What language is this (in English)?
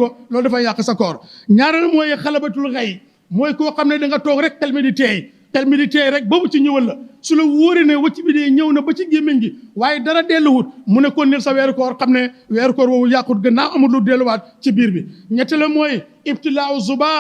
Wolof